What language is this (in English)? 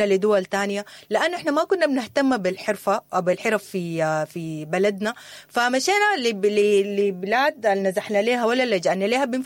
Sudanese Arabic